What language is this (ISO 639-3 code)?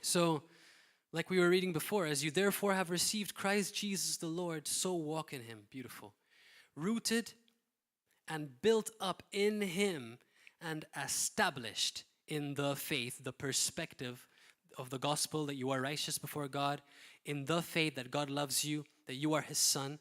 eng